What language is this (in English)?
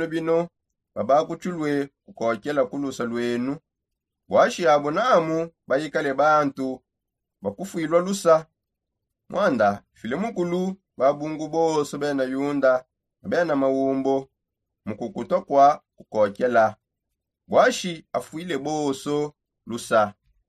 Songe